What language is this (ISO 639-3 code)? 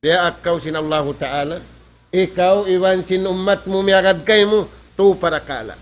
tsg